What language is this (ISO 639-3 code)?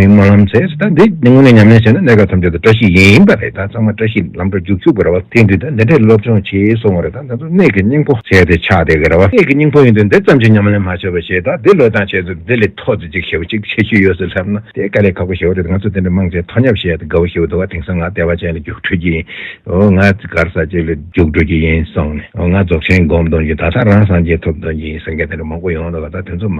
bod